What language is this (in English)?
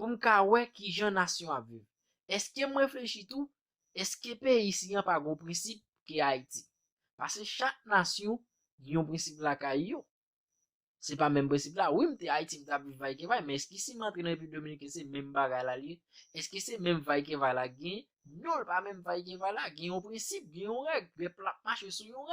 Haitian Creole